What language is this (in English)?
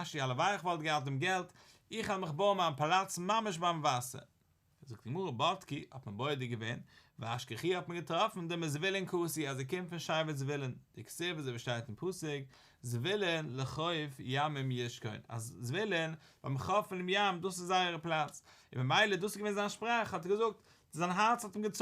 Yiddish